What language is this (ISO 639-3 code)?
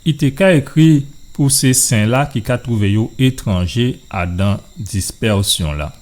gcf